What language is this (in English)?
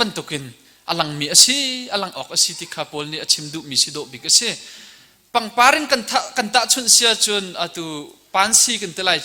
Hakha Chin